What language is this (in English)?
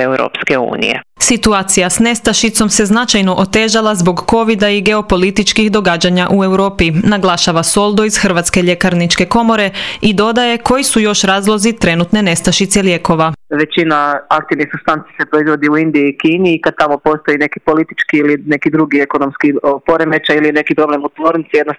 Croatian